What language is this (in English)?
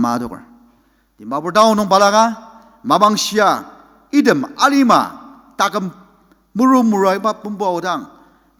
Ao Naga